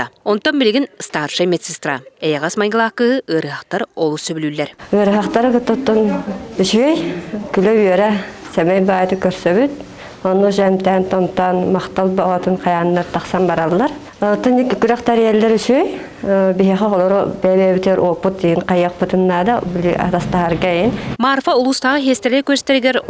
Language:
Yakut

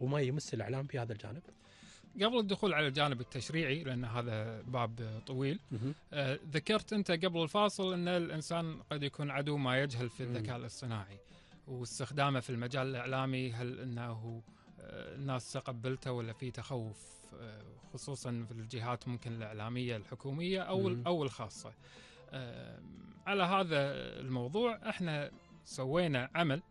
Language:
Gulf Arabic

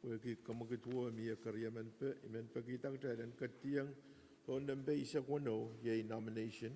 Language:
Pohnpeian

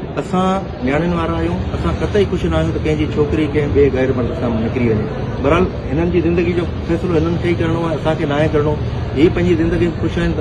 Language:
Sindhi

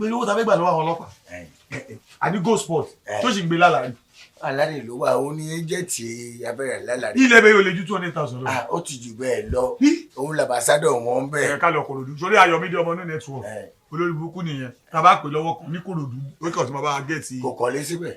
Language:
Yoruba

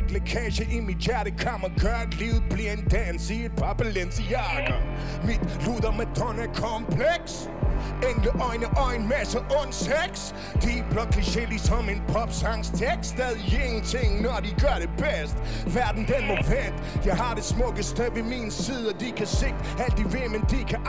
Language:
Danish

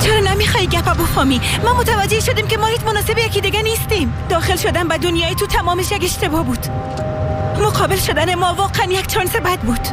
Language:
Persian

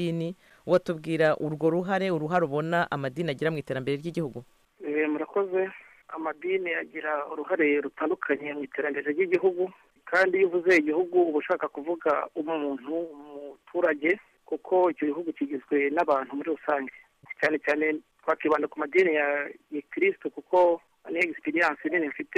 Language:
Kinyarwanda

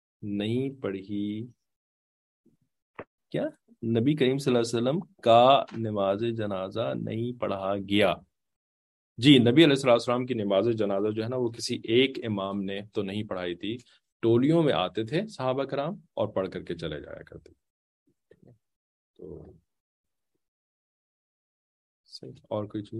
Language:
Urdu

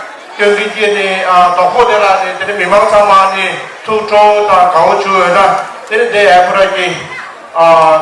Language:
Tibetan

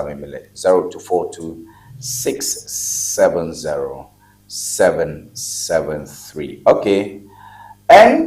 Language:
Ewe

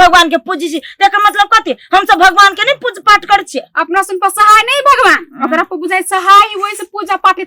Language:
Maithili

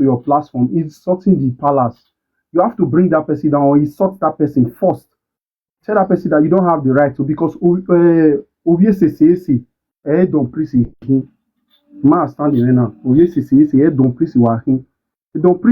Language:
Nigerian Pidgin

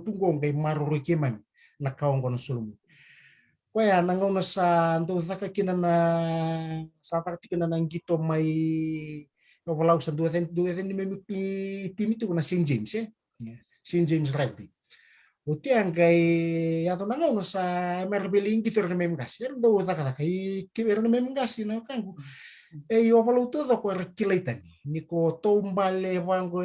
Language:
Fijian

